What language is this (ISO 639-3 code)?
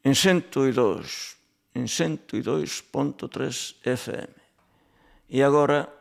glg